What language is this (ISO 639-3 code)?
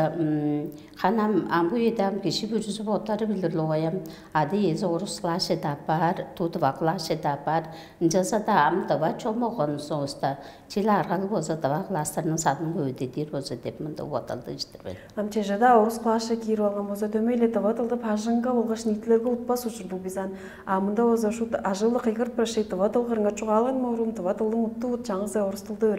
tyv